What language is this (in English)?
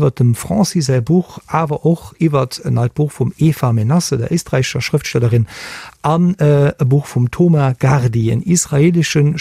Luxembourgish